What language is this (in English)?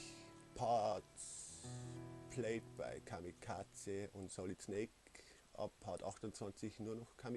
Bavarian